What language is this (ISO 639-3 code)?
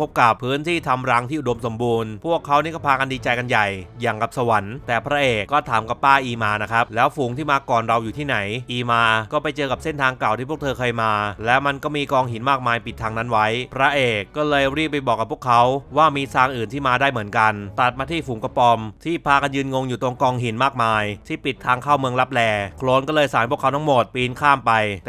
tha